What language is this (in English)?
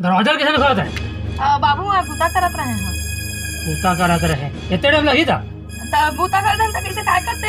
Chhattisgarhi